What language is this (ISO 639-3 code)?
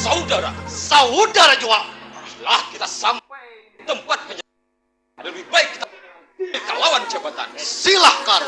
bjn